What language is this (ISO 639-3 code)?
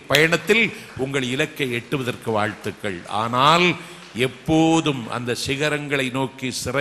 tam